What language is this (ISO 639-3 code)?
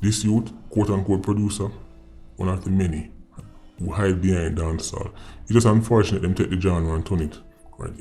jam